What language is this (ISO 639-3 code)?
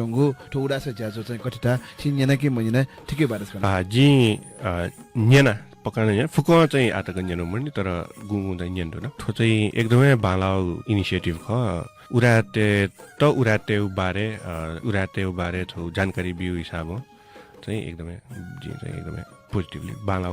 new